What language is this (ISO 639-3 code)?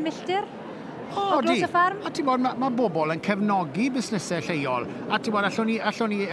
cym